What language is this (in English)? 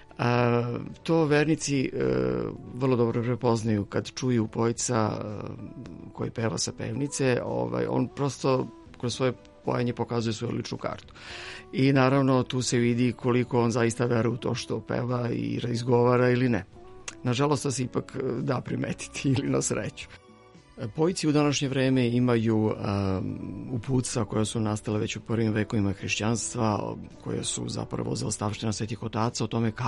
Serbian